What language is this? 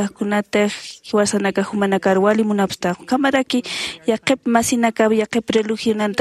Aymara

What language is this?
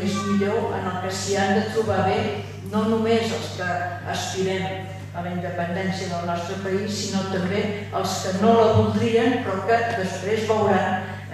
Catalan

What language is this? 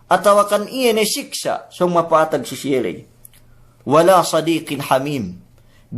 Yakan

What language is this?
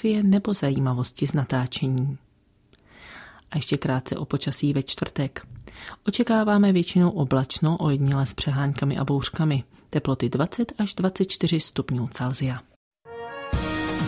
Czech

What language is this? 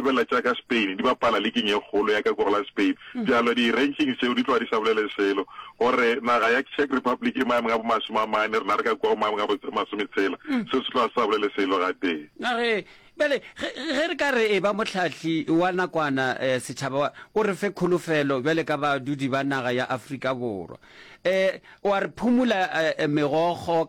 Northern Sotho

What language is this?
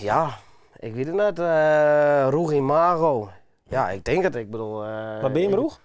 Western Frisian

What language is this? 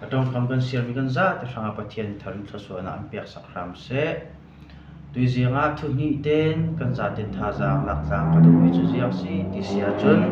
Falam Chin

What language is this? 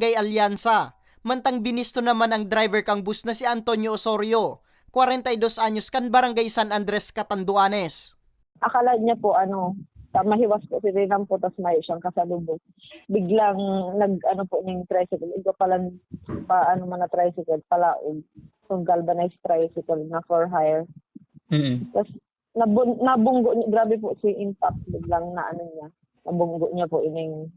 Bikol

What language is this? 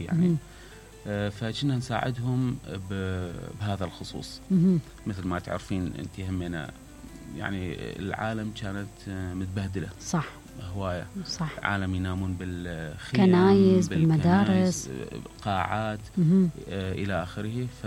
Mesopotamian Arabic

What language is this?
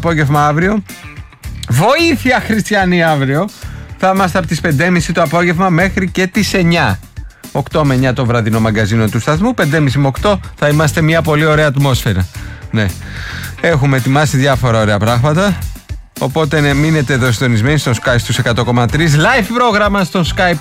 Greek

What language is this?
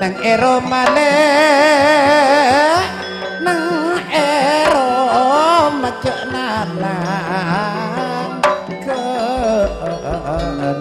Madurese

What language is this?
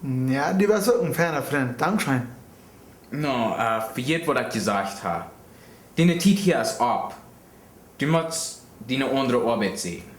Plautdietsch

